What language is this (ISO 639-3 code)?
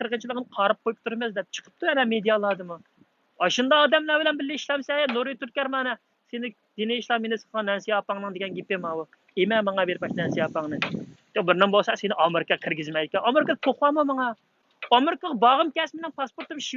uig